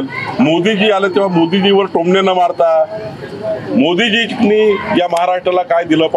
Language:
Marathi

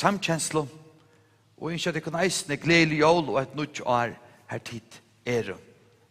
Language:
Faroese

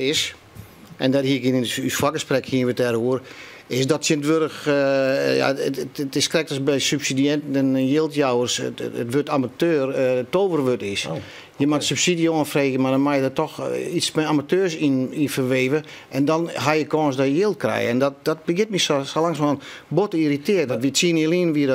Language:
Western Frisian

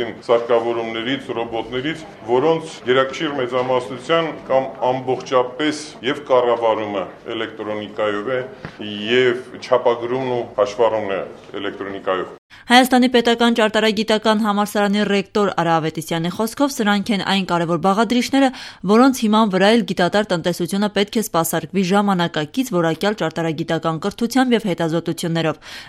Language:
Armenian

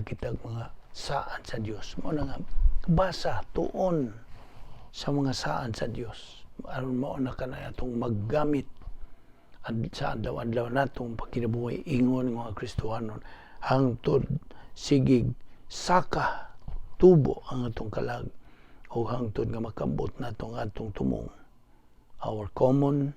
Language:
Cebuano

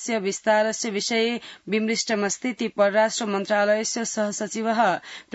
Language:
Sanskrit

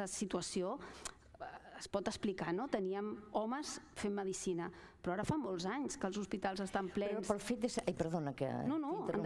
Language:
Catalan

